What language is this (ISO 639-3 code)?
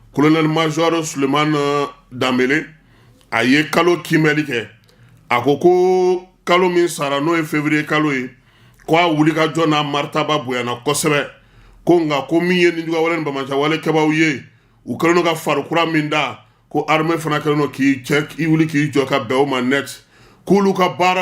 bam